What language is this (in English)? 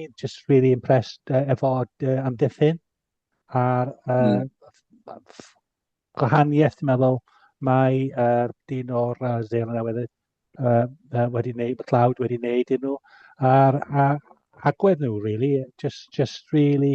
Welsh